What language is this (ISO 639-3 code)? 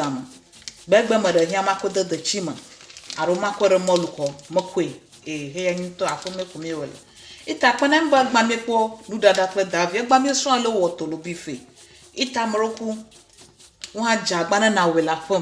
ewe